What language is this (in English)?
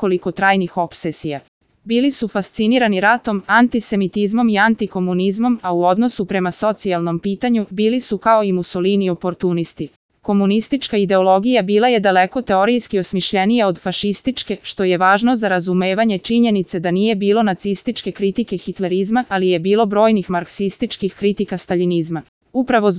Serbian